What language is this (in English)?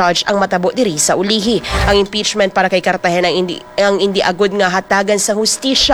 Hiligaynon